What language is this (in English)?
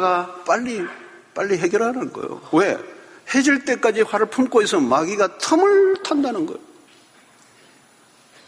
Korean